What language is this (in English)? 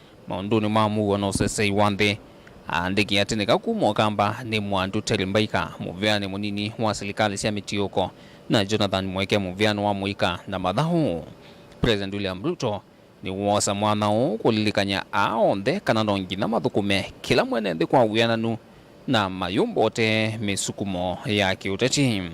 Kamba